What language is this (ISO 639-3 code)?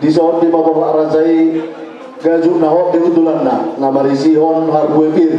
bbc